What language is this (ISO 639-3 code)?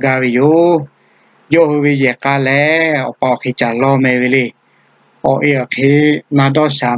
lhu